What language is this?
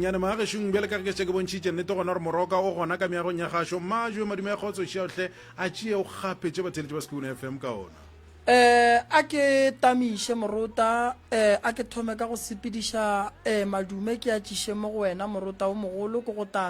Northern Sotho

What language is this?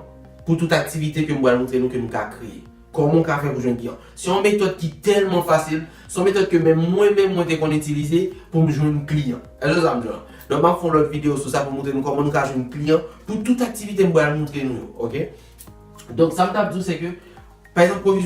Haitian Creole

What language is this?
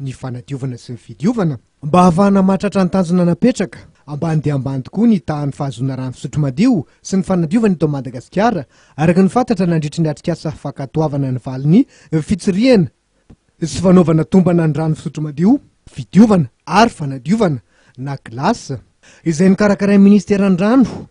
Malagasy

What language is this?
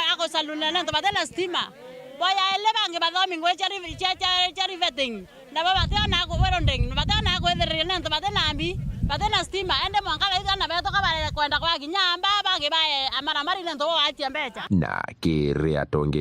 Meru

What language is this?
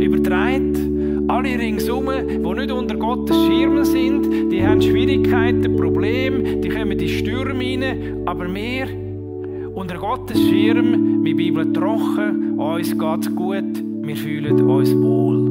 Swiss German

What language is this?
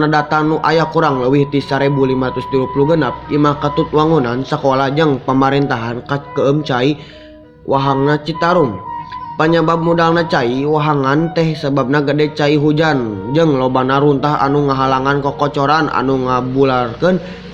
Sundanese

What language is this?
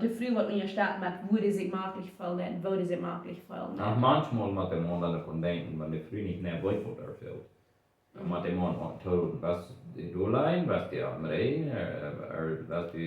Plautdietsch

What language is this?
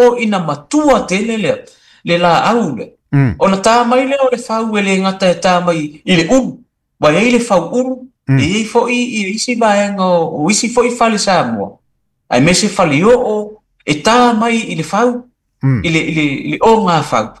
Samoan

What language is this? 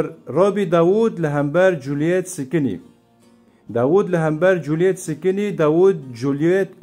Kurdish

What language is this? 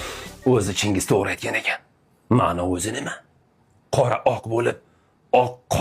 Uzbek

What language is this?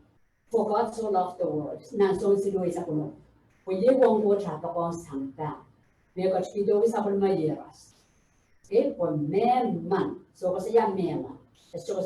Pohnpeian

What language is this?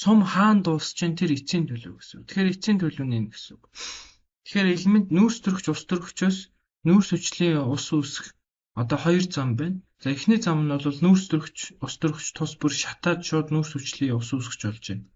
Mongolian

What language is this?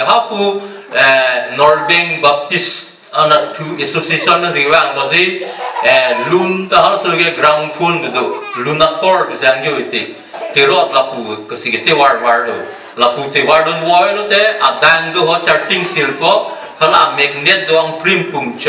Karbi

